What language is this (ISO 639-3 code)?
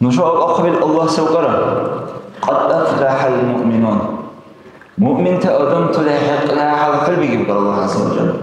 dar